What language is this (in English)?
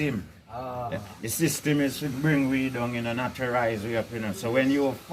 Jamaican Creole English